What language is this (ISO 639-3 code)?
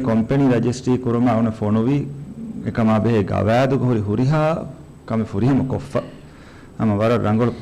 div